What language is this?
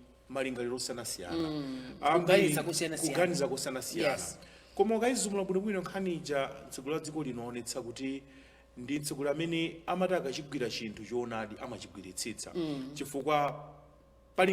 Nyanja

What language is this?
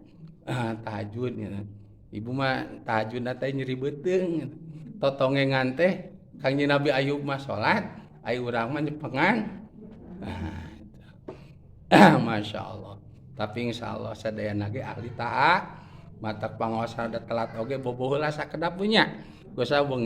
Sundanese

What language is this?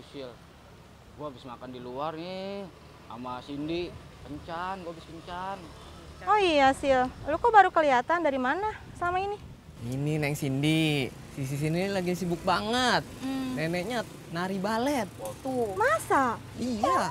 Betawi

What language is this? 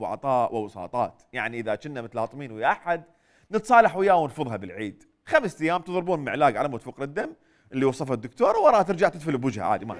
Mesopotamian Arabic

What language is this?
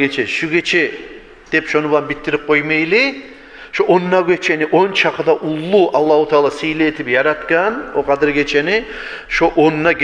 Kumyk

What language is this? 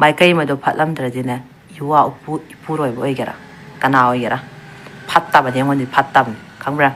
Manipuri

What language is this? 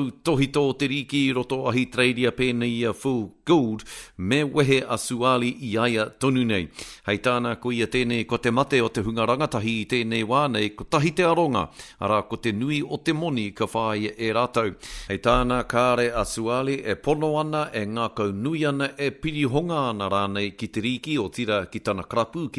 Māori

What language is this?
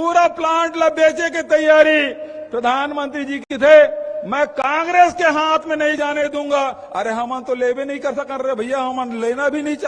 Chhattisgarhi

